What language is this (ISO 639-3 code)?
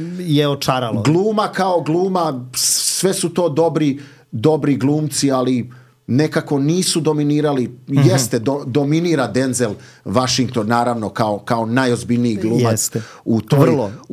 srp